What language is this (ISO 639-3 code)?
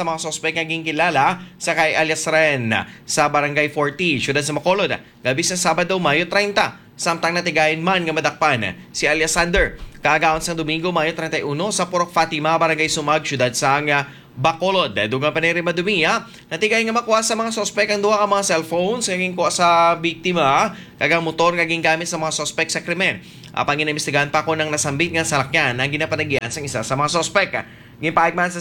hil